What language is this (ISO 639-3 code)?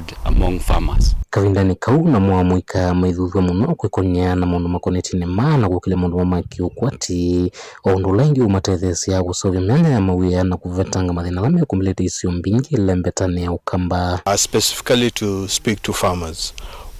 kam